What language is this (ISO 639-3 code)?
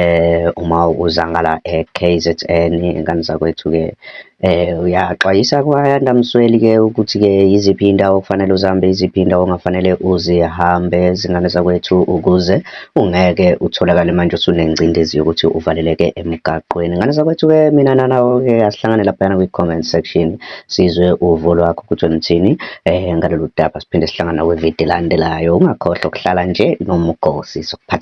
zul